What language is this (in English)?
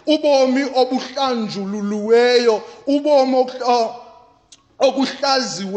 Xhosa